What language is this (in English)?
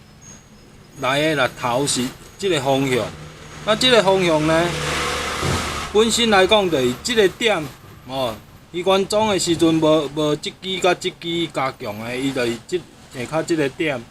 Min Nan Chinese